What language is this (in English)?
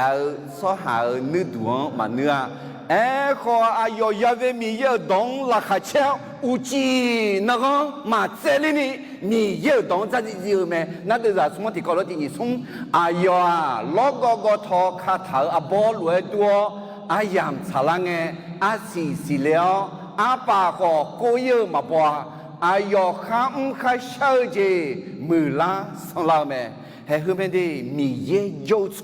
Akha